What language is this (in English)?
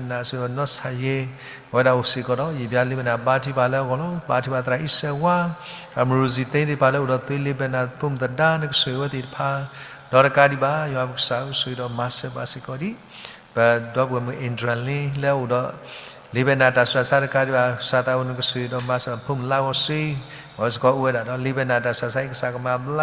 S'gaw Karen